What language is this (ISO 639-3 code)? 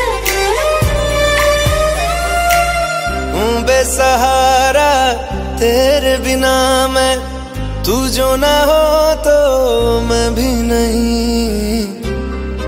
hin